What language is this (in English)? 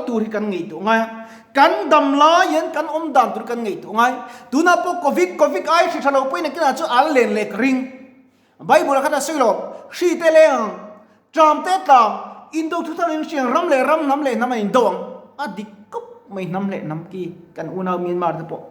Mizo